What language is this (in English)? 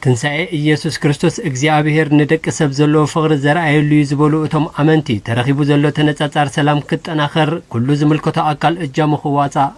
Tigrinya